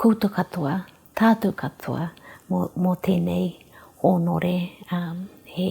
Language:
Māori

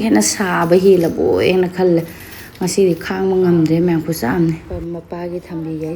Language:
Manipuri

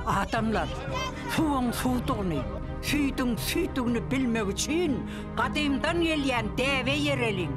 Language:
Turkmen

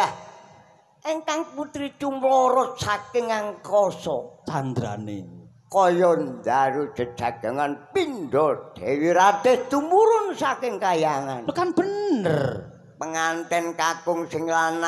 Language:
Javanese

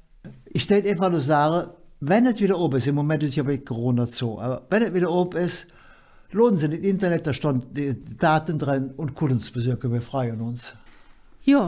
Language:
Colognian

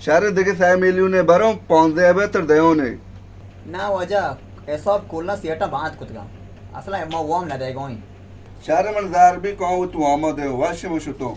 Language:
Baluchi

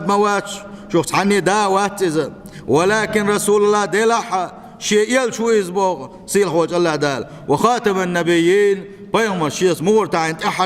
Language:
Chechen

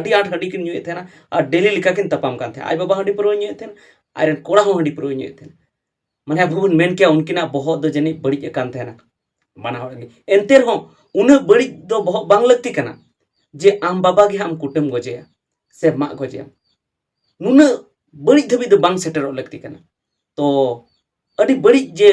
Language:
Santali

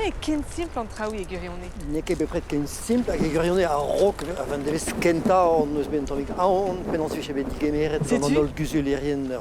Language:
Breton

